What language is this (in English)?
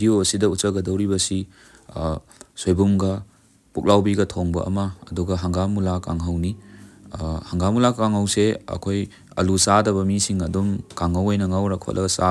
Manipuri